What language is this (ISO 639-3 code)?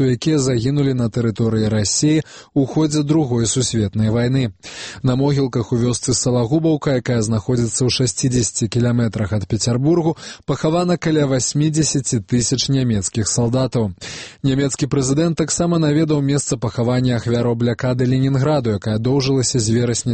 bel